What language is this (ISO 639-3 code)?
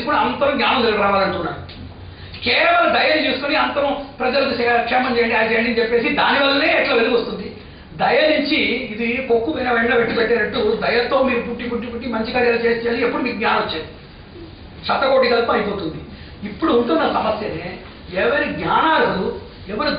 tel